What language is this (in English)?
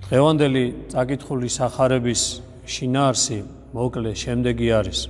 Georgian